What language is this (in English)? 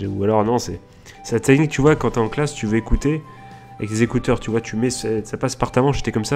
French